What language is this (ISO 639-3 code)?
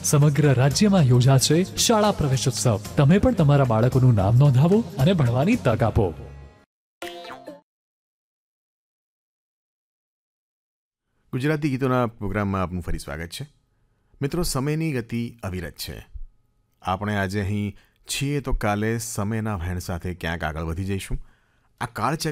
guj